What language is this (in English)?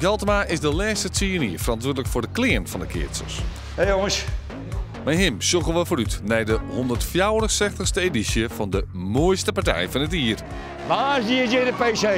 Western Frisian